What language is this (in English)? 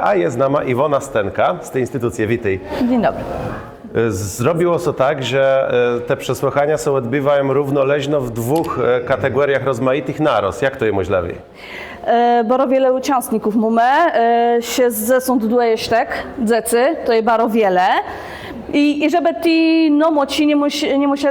Kashubian